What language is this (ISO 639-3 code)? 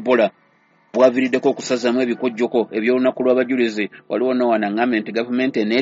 lug